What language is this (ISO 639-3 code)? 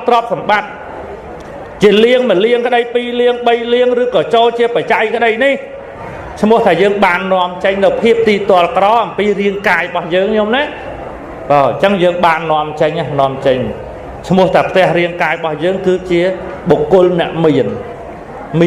khm